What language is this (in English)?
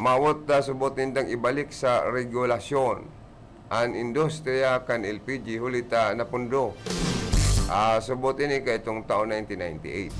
Bikol